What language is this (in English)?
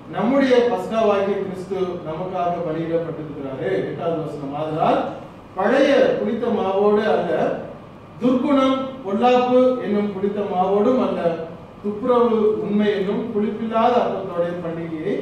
Tamil